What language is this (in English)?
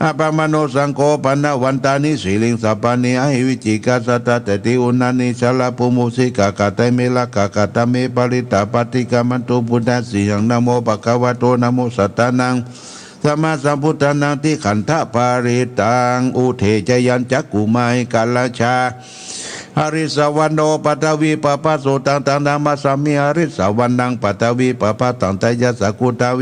Pali